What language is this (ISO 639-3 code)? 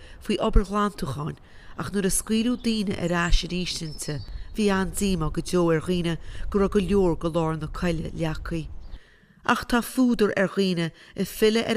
gle